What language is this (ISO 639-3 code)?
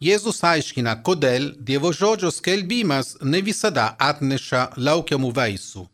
lit